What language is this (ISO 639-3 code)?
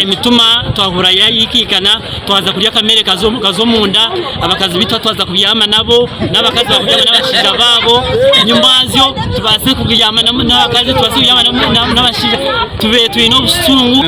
nyn